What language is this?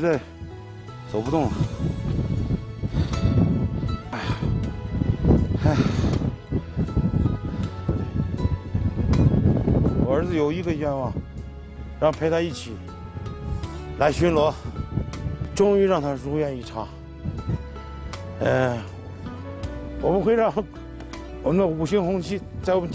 Chinese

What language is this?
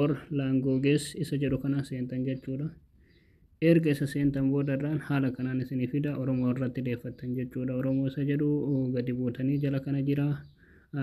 Oromo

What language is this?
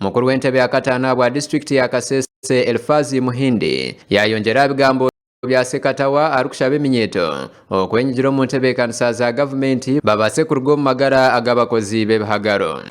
Nyankole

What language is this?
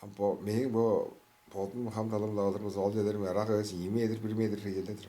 Tuvinian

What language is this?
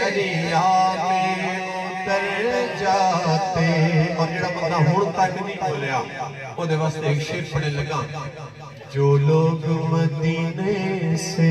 Saraiki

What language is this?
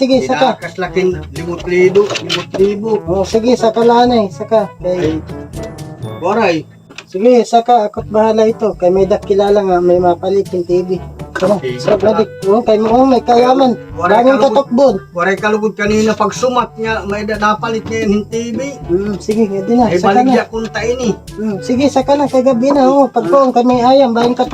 Waray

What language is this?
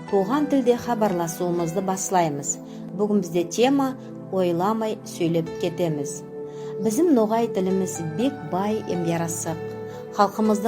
Nogai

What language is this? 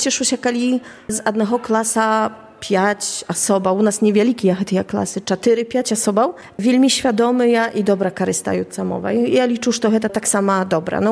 Belarusian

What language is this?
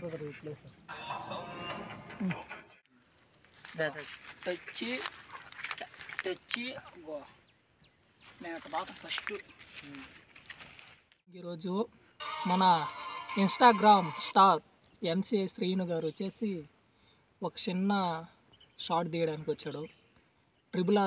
Telugu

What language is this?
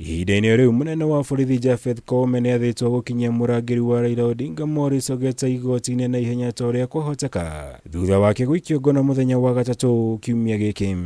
Kikuyu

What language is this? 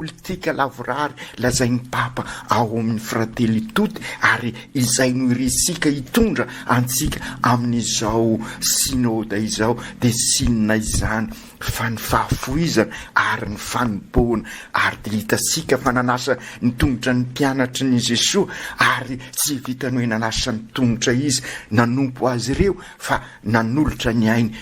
Malagasy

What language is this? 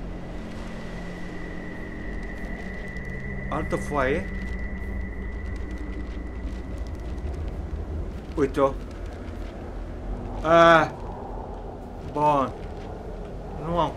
Romanian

